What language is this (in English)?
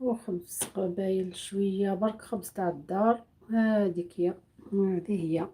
Algerian Arabic